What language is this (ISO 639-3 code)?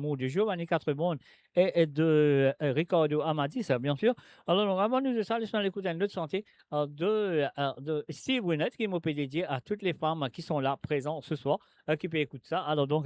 mfe